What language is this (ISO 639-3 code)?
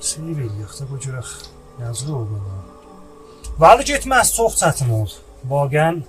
azb